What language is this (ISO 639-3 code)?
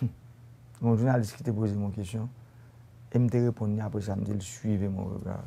hat